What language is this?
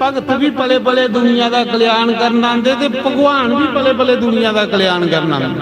Dogri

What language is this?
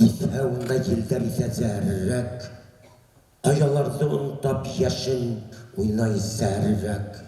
Bashkir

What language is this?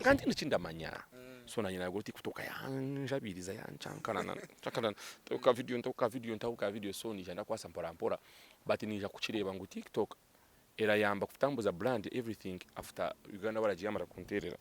Nyankole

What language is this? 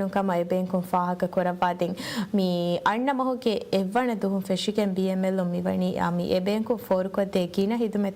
Divehi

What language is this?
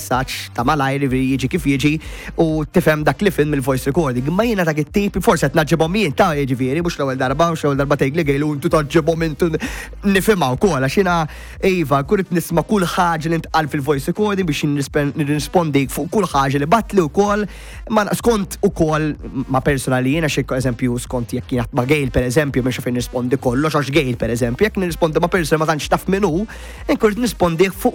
Maltese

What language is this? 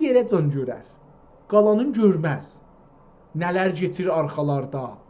South Azerbaijani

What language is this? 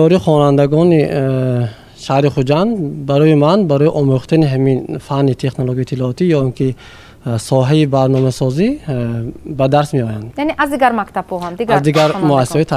Tajik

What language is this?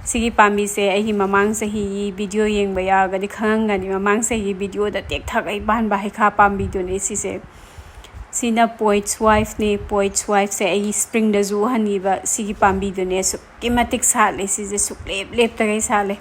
Manipuri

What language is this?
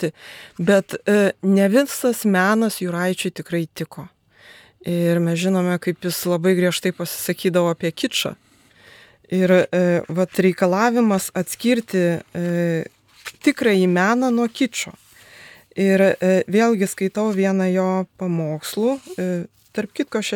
Lithuanian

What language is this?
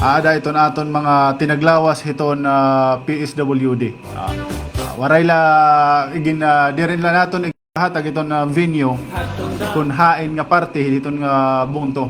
Waray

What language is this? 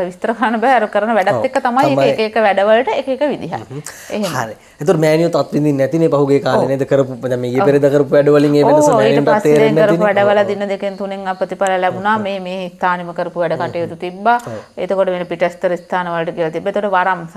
Sinhala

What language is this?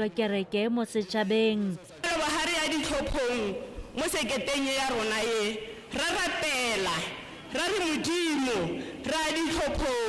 Tswana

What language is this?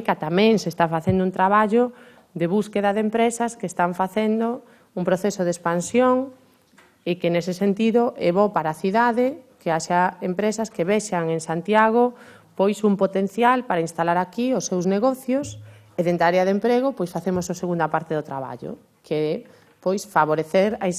Galician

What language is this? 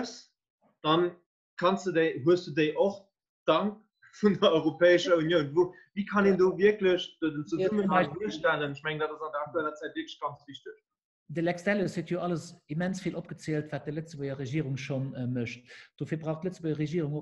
Luxembourgish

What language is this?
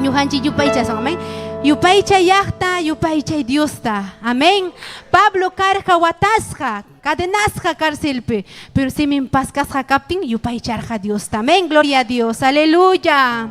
Ayacucho Quechua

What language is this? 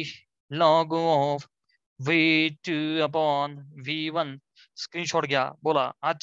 Marathi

